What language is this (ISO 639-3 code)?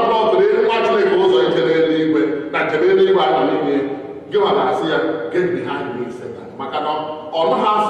ibo